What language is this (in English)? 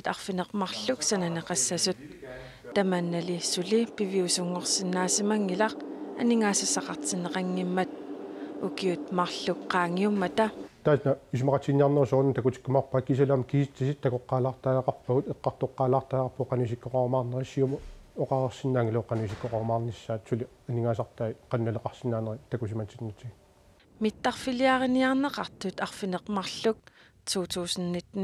Kalaallisut